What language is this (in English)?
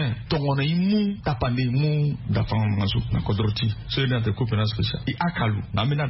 Sango